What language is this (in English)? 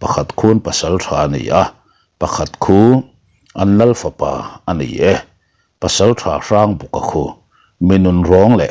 Mizo